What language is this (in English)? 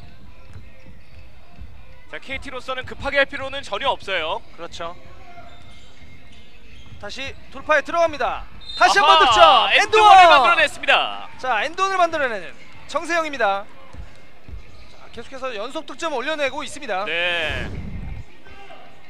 Korean